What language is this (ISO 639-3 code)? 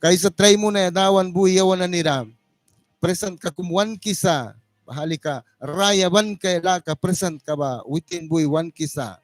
miq